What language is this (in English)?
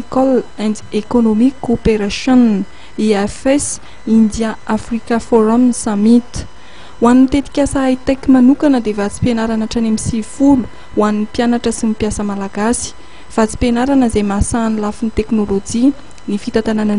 Malagasy